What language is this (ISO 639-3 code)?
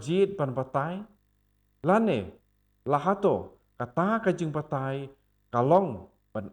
kha